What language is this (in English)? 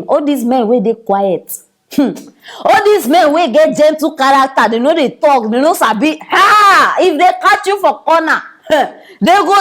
Nigerian Pidgin